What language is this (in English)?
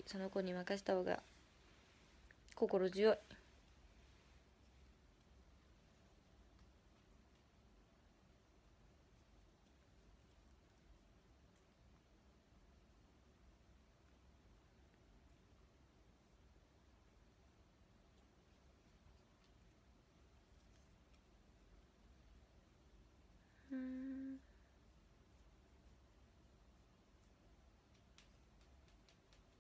Japanese